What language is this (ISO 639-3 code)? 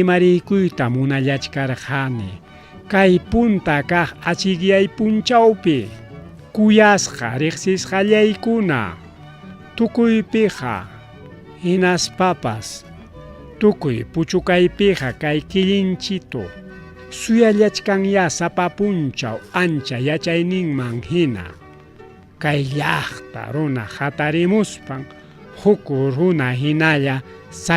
quy